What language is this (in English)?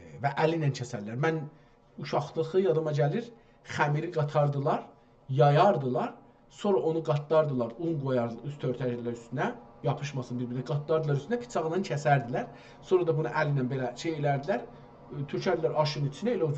South Azerbaijani